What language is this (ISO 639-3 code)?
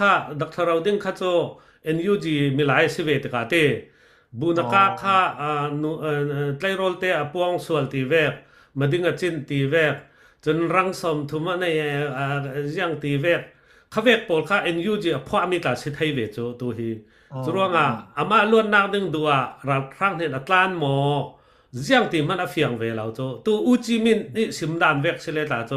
cfm